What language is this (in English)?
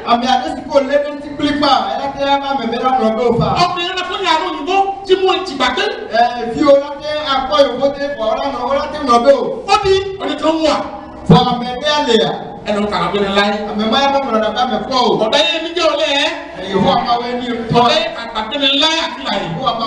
Ifè